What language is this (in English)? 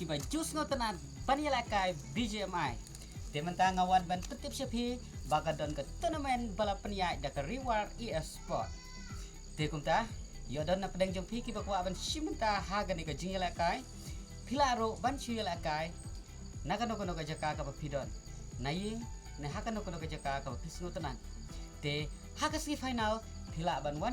Khasi